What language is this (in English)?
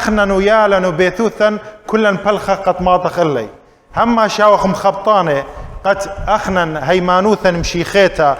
Assyrian Neo-Aramaic